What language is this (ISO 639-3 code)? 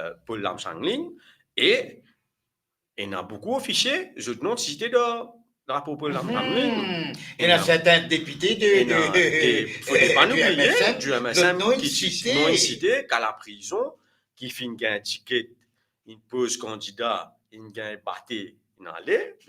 mfe